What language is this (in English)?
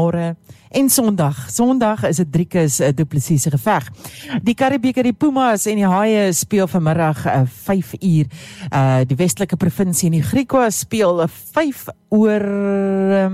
Afrikaans